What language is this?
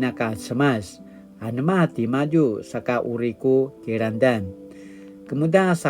Paiwan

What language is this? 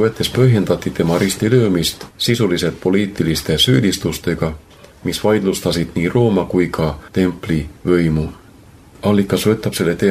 Estonian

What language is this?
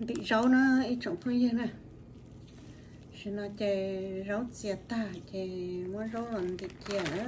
Hmong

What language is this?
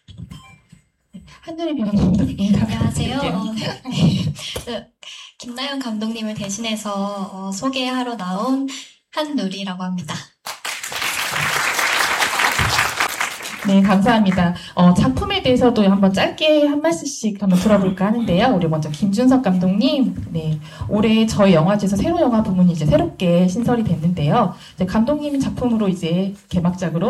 Korean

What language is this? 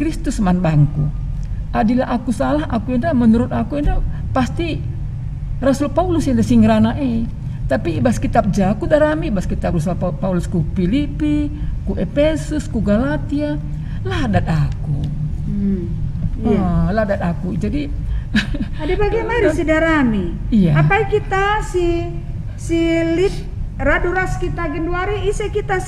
Batak Karo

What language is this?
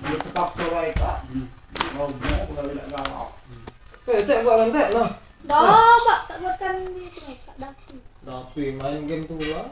Musi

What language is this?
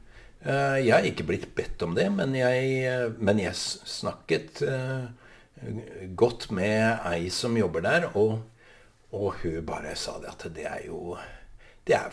Norwegian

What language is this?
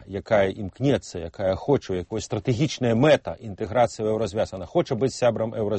Belarusian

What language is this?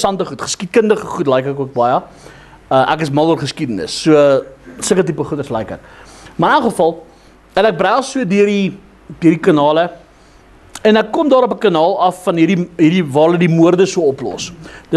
Afrikaans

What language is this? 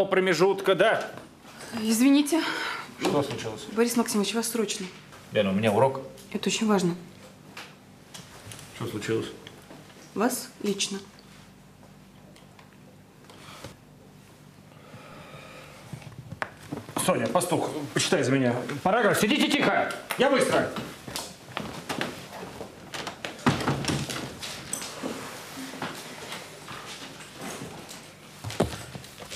Russian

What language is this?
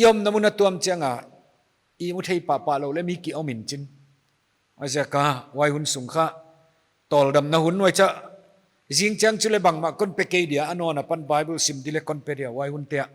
Paite Chin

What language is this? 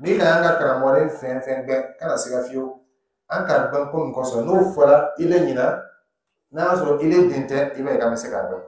Dyula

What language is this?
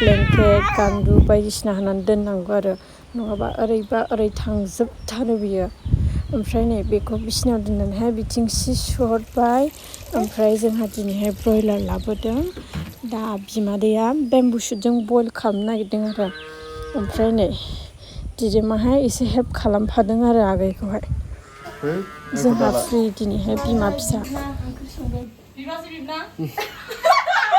Bodo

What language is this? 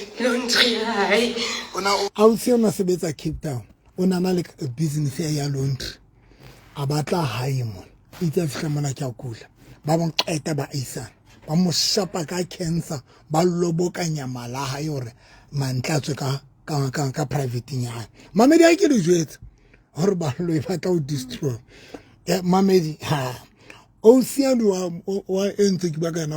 Southern Sotho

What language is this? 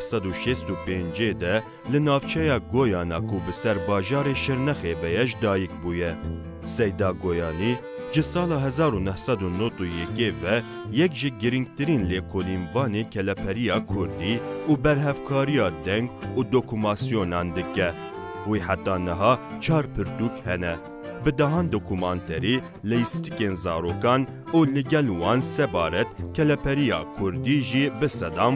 Kurdish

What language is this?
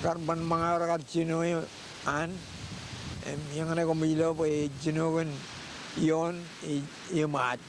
Marshallese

